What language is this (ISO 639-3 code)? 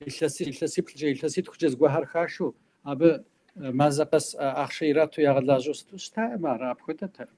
kbd